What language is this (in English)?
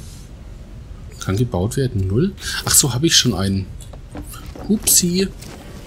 German